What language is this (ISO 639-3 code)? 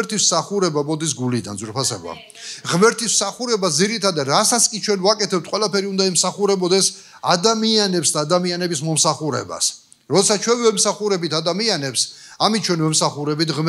kat